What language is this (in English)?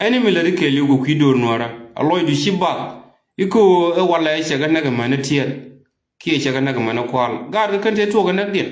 Nuer